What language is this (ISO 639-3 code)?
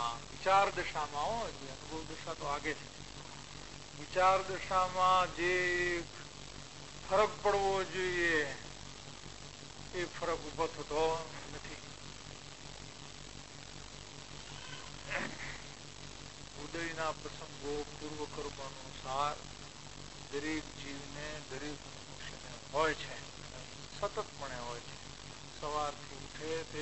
guj